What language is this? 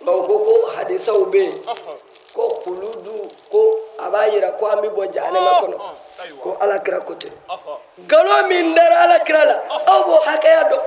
Bambara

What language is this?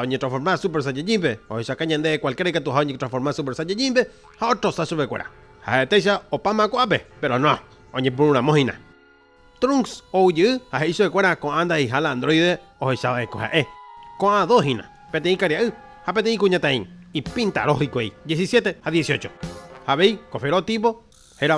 Guarani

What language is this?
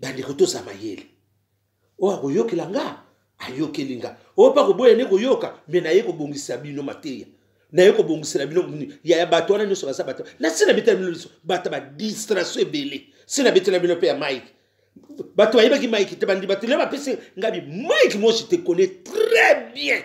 Lingala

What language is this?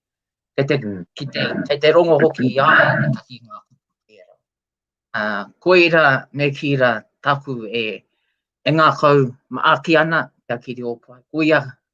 Māori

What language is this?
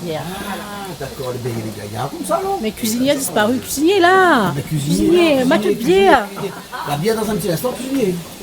Réunion Creole French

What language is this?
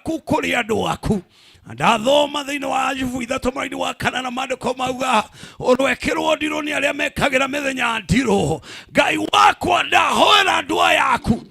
Kikuyu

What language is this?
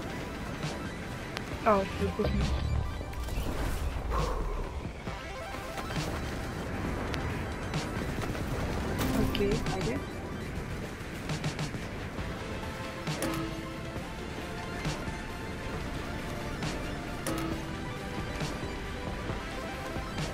Bulgarian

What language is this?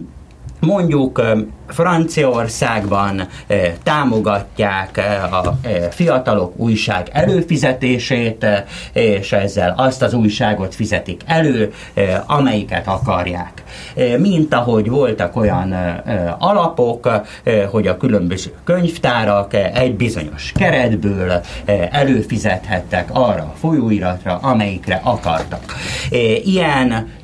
Hungarian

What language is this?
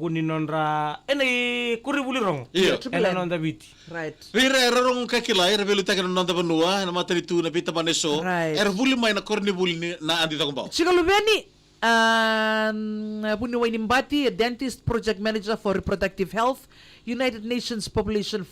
Fijian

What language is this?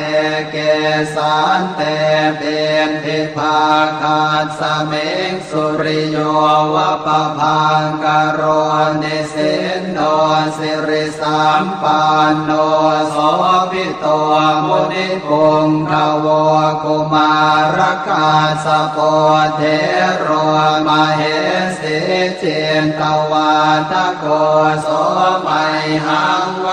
Pali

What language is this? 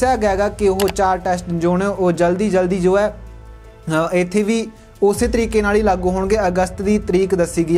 Punjabi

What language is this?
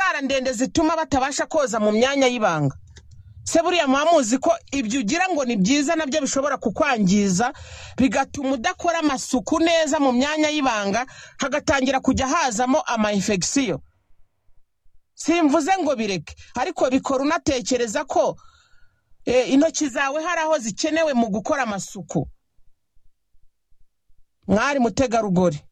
Kinyarwanda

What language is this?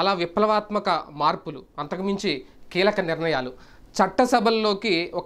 Telugu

